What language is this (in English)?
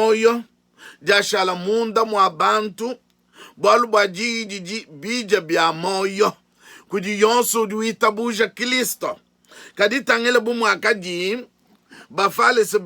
Luba-Lulua